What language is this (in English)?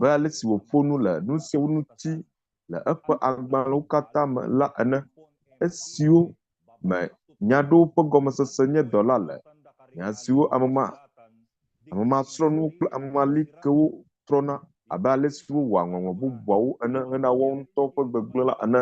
Ewe